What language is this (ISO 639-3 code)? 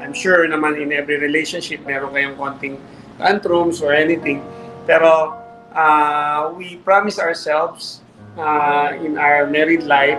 fil